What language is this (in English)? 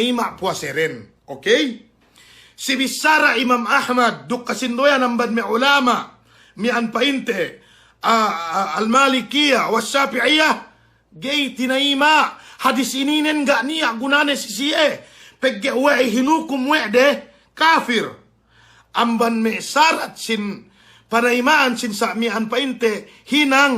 Yakan